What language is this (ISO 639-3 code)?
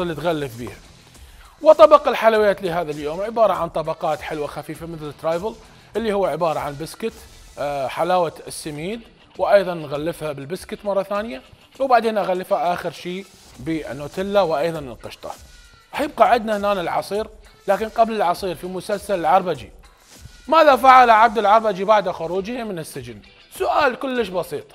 acm